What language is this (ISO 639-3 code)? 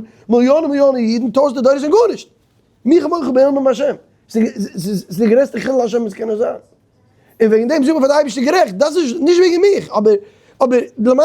yid